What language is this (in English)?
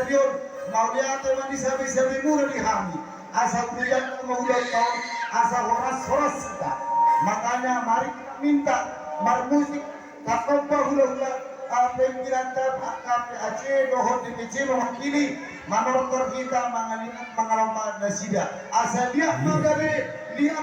Batak Toba